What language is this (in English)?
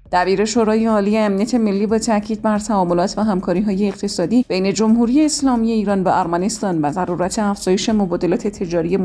Persian